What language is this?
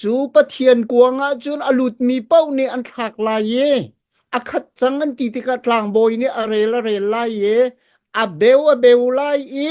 Hakha Chin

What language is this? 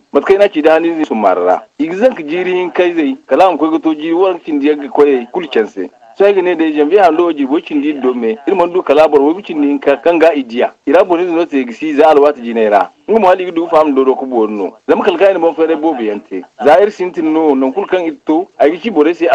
Zarma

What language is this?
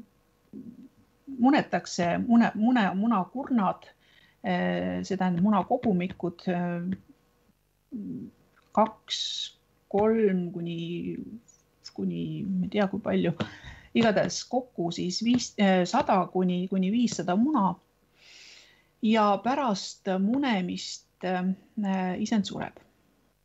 Estonian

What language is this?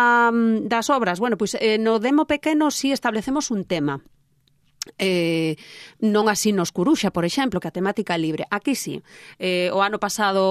Galician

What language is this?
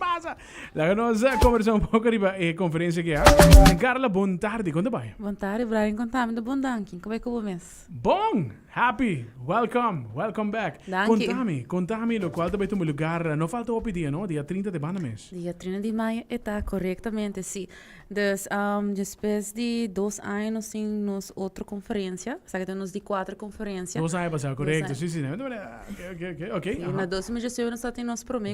Papiamento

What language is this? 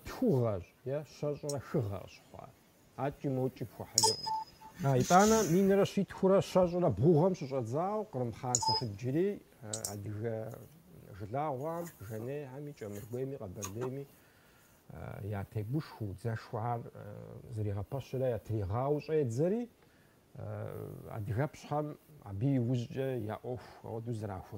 Kabardian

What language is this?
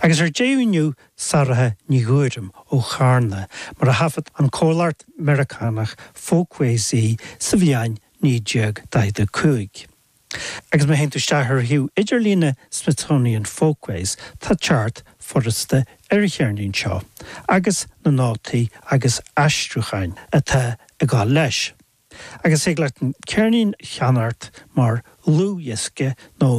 Irish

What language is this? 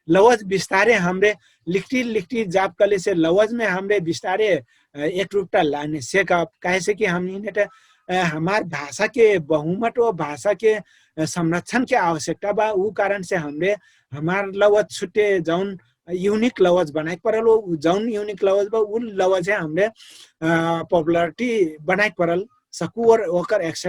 Dangaura Tharu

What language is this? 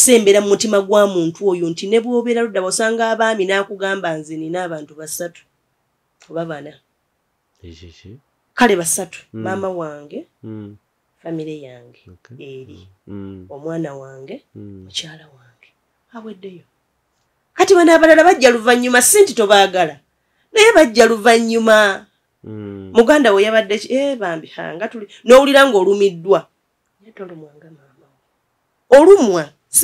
Ganda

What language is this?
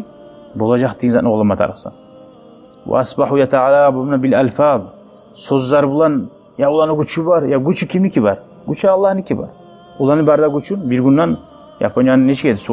Kumyk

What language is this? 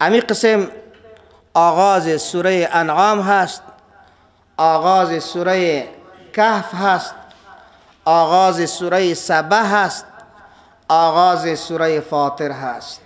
Persian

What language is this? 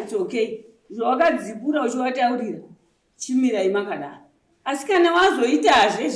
Shona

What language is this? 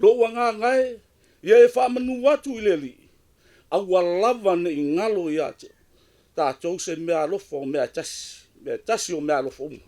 Samoan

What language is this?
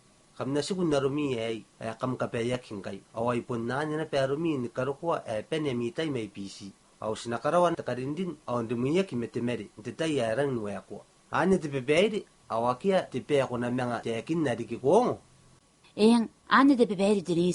Gilbertese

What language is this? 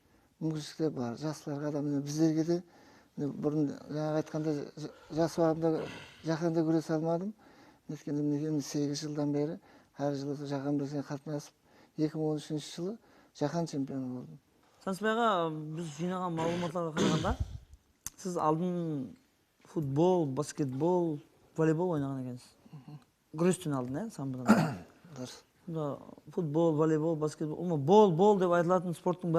Kara-Kalpak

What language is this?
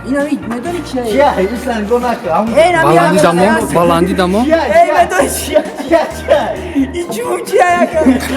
Tajik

